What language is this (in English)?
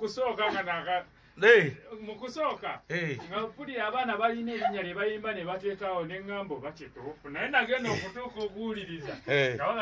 Ganda